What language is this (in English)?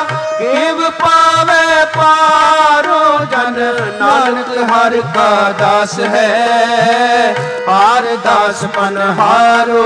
Punjabi